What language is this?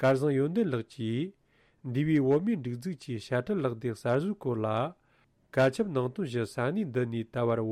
Tibetan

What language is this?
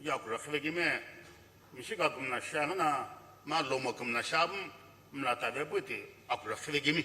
Sumi Naga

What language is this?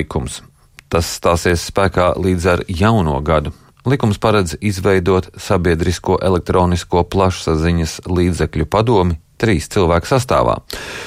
Latvian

